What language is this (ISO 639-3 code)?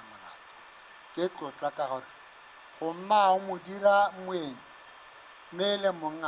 tsn